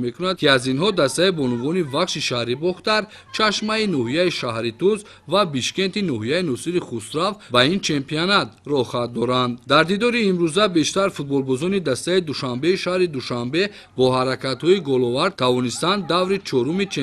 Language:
Tajik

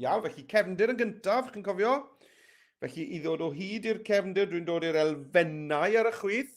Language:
Welsh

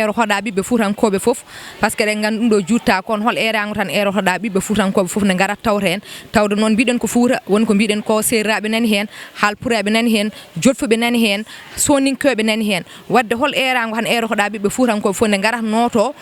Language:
Fula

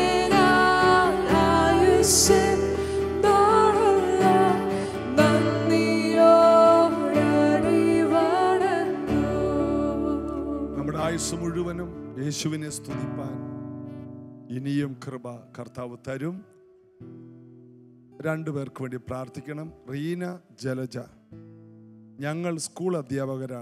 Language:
Malayalam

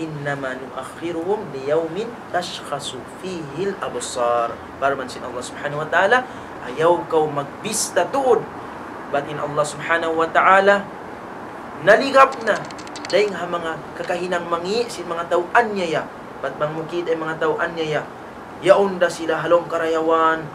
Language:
Tausug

